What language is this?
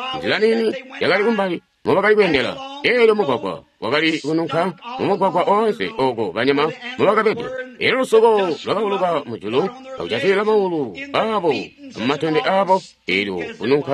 Tonga (Zambia)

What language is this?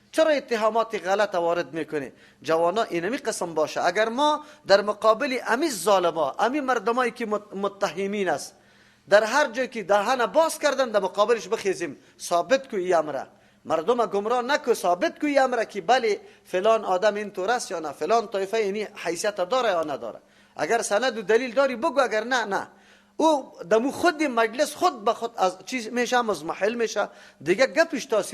Persian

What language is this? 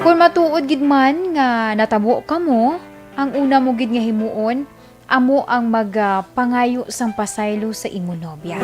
Hiligaynon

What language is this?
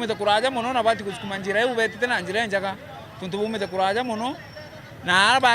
Meru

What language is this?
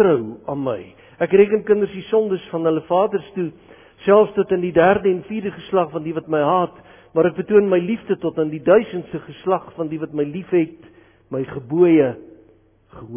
Afrikaans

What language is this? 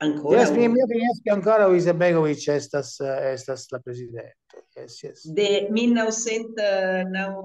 Esperanto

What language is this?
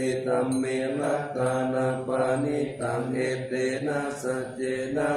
Pali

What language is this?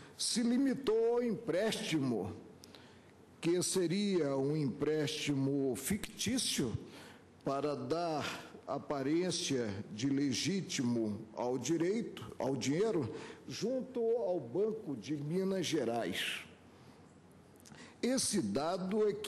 Portuguese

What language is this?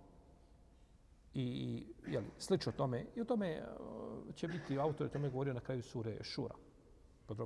Bosnian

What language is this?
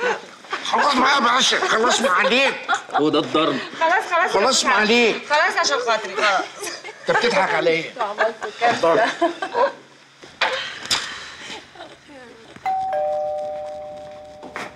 Egyptian Arabic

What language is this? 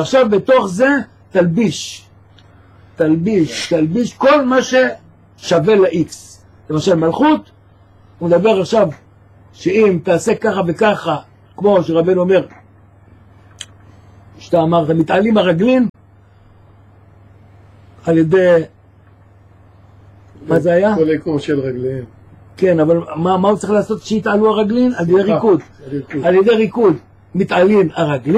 Hebrew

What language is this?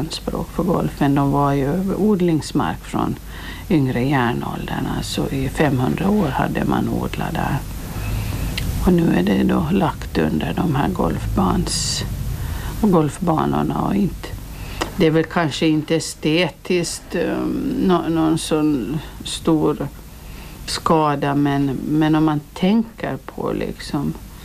Swedish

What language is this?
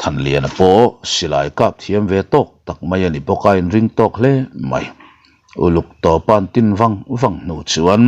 Mizo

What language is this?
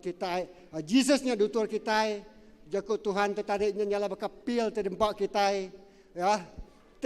Iban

